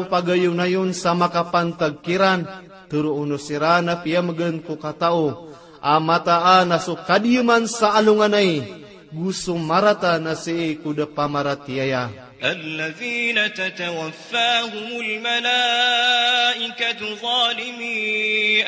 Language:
Maranao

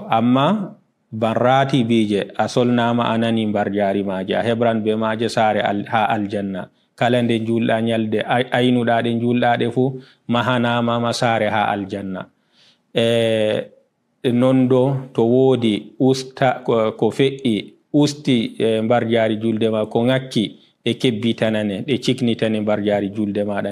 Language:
Fula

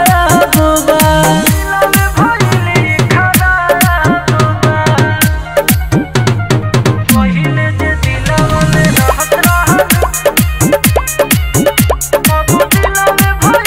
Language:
Bhojpuri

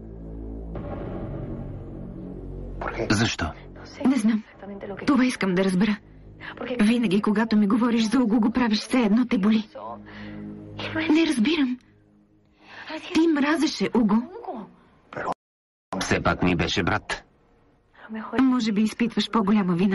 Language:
Bulgarian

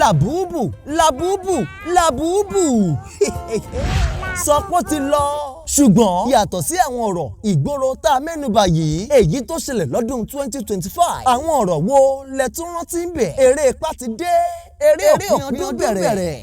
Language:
Yoruba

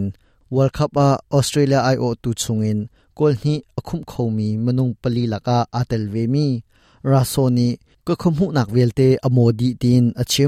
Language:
Hakha Chin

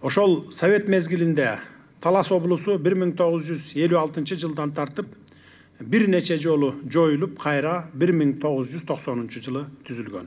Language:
Kyrgyz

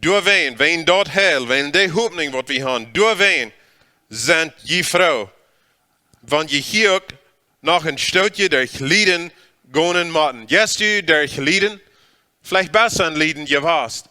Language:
Plautdietsch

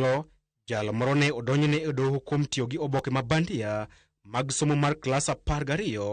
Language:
Luo (Kenya and Tanzania)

